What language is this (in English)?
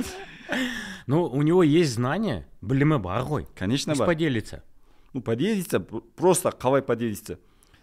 Kazakh